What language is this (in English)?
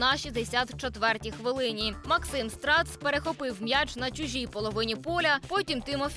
Ukrainian